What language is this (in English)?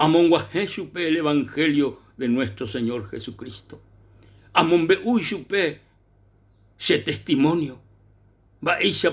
Guarani